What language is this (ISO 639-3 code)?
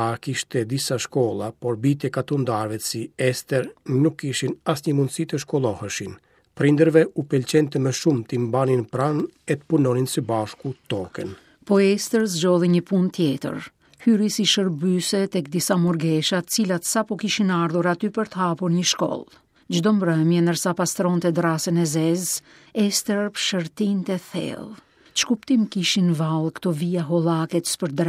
sqi